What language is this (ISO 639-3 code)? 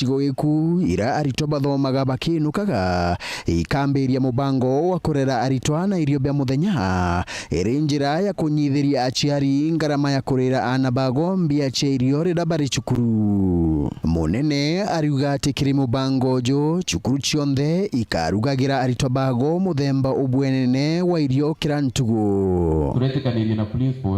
mer